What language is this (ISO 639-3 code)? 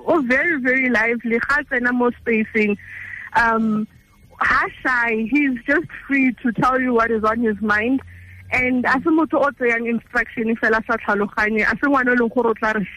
tsn